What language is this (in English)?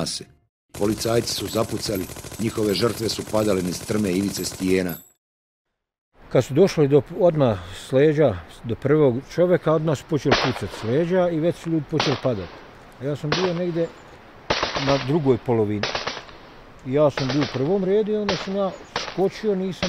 Bosnian